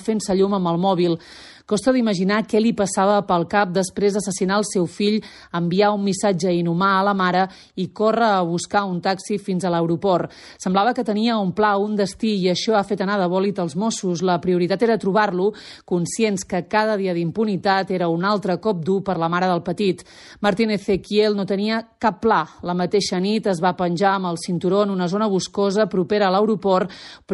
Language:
Catalan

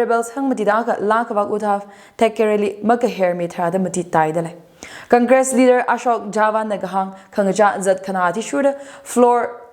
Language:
Tangkhul Naga (India)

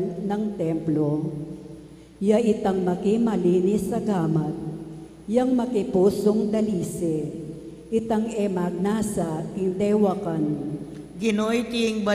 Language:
Pampanga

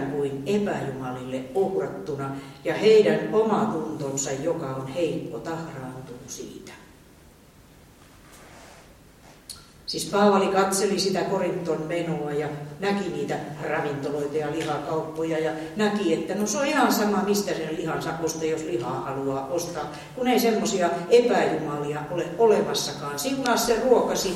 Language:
Finnish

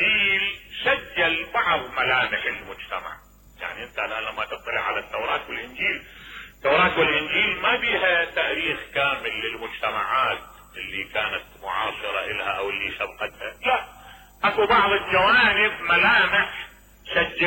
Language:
Mesopotamian Arabic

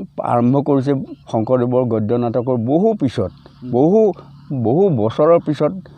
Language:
Assamese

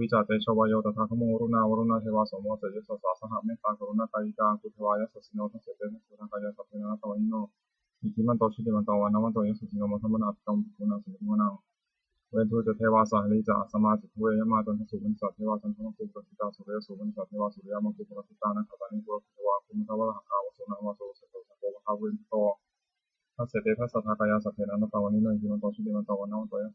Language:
Pali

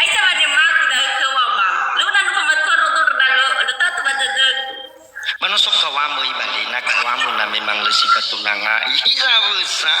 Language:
Nias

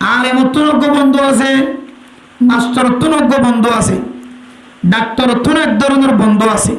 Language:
Rohingya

